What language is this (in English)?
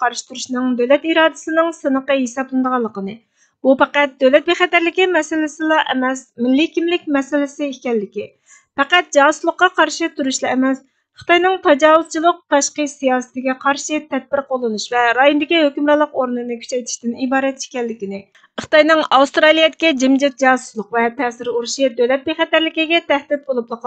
Uyghur